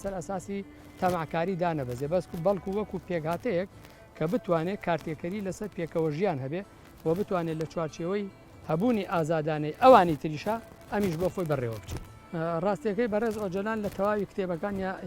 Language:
Central Kurdish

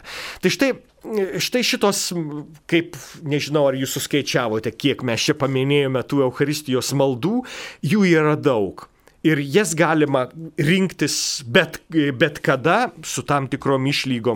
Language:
Lithuanian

